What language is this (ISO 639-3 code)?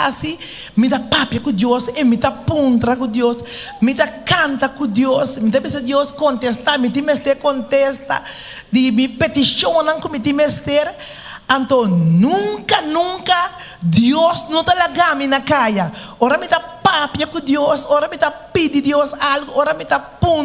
pap